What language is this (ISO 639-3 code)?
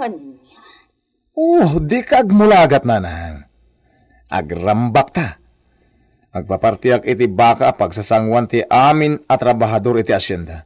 ilo